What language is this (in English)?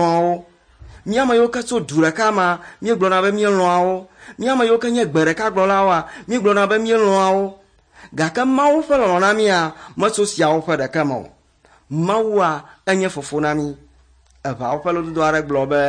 Ewe